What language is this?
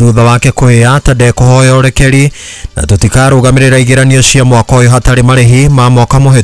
Kikuyu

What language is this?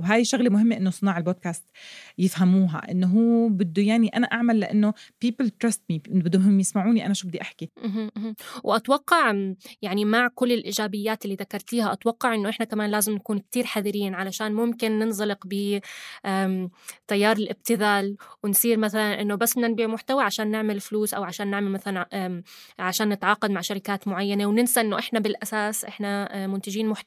North Levantine Arabic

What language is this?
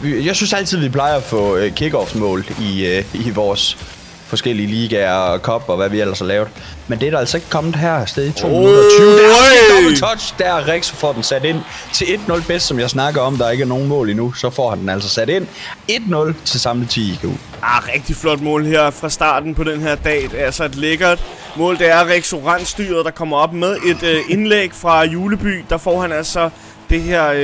Danish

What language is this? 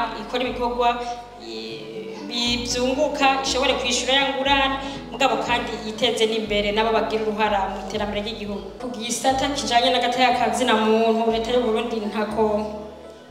Rundi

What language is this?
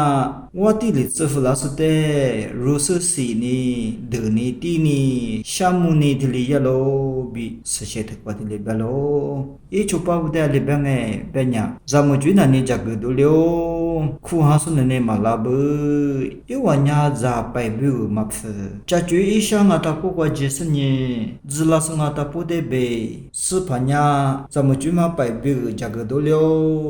Lisu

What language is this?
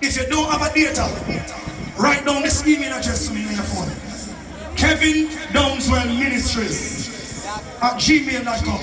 Jamaican Creole English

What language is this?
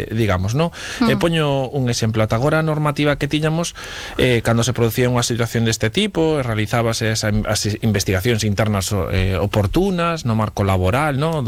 Galician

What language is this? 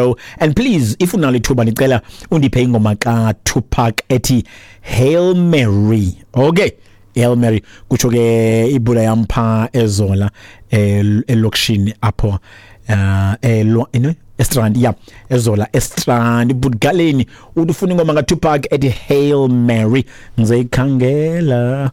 Xhosa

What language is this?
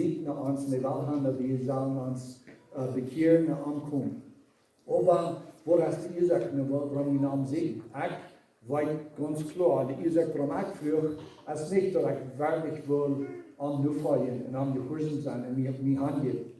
Plautdietsch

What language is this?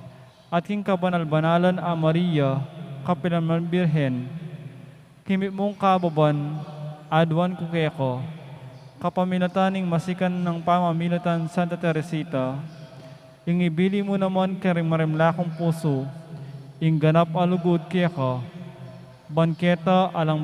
Pampanga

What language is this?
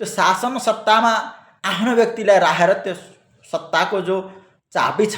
Nepali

